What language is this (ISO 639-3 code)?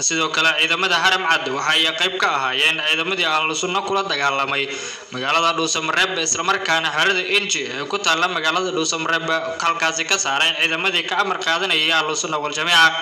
som